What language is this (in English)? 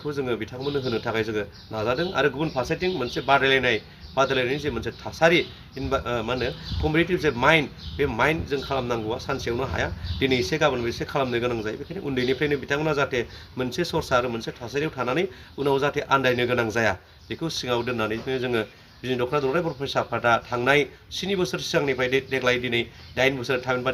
Bodo